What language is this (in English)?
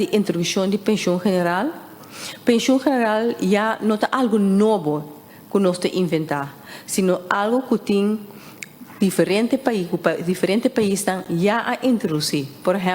Papiamento